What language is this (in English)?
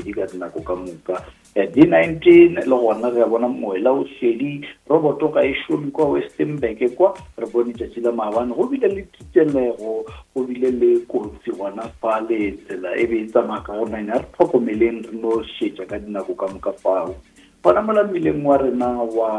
Northern Sotho